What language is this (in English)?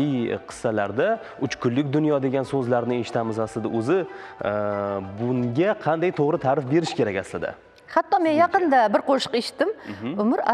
Uzbek